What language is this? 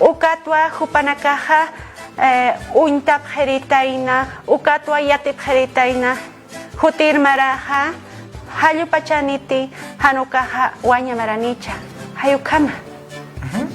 Aymara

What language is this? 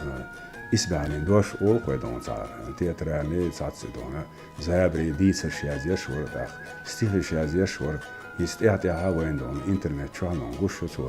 Chechen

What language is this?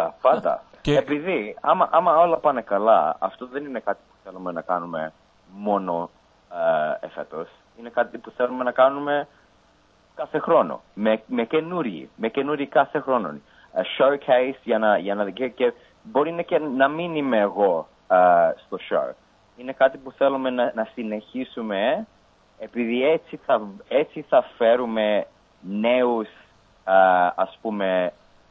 Greek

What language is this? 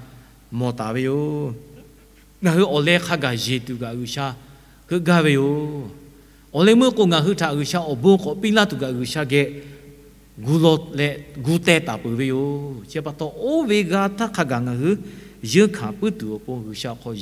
Lahu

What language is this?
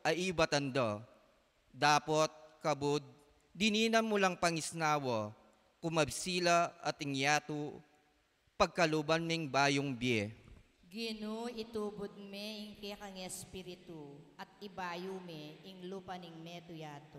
Pampanga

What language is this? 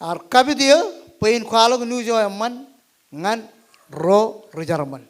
Marshallese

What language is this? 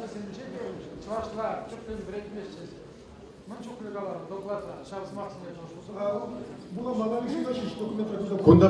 Chuvash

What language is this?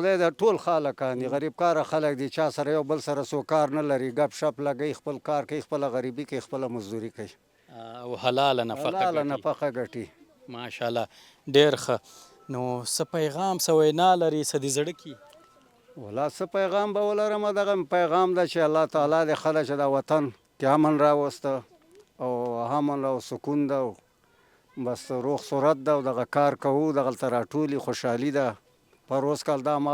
Pashto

